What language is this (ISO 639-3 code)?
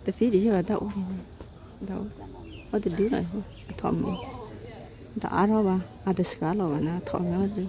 ksw